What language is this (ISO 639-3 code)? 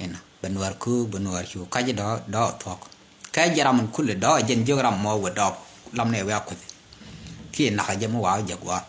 nus